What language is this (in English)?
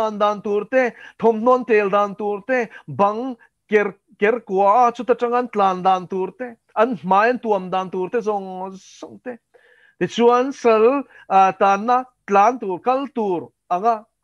Mizo